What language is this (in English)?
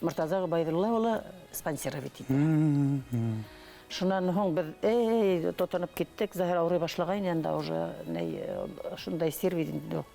Bashkir